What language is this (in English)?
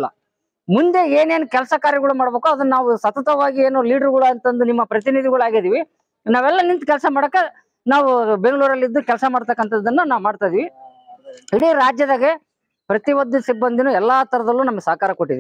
Kannada